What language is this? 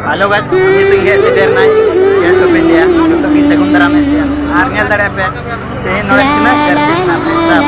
Santali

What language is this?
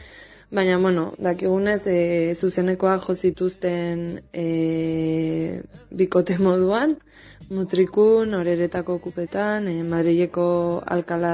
Basque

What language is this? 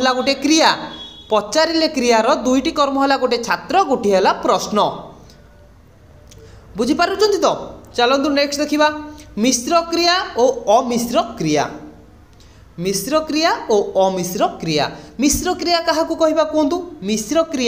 Odia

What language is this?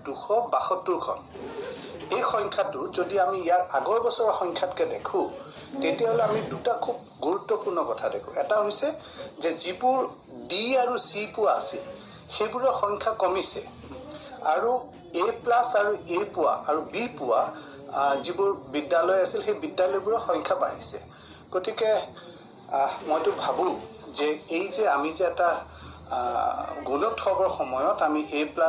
Assamese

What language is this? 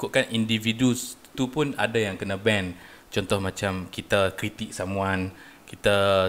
Malay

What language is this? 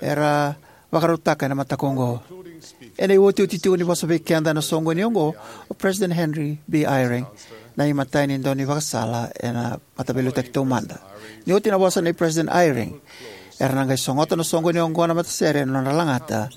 Fijian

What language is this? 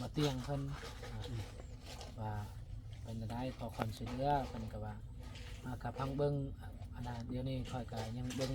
Lao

